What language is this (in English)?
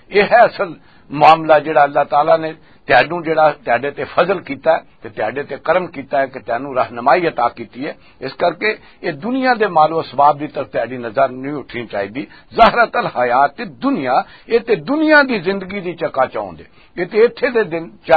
Western Panjabi